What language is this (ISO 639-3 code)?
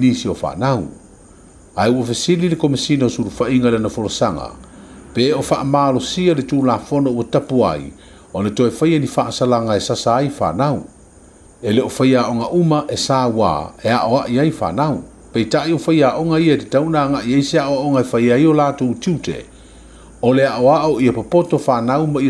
smo